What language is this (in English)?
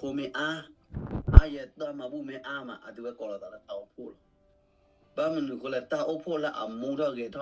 S'gaw Karen